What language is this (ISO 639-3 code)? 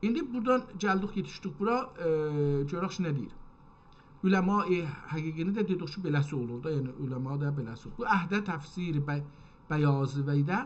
azb